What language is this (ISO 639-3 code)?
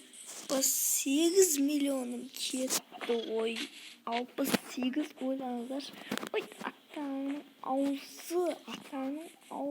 kaz